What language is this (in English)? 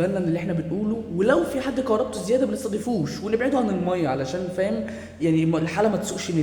Egyptian Arabic